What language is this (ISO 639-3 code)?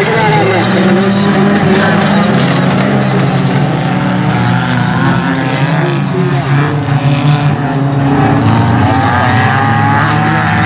swe